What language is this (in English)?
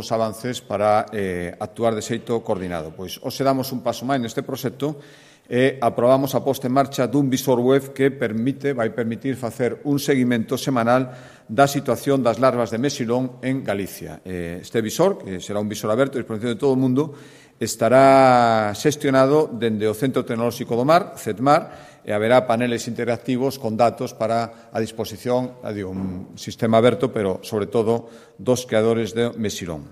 Galician